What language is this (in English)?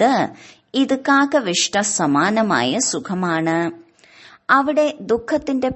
Malayalam